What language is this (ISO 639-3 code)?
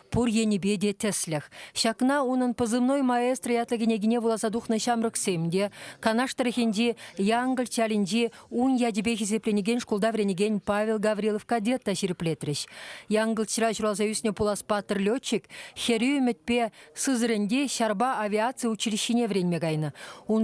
chv